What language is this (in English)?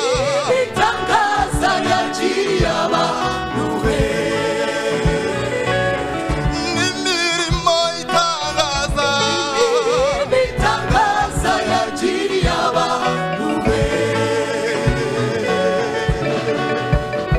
Kinyarwanda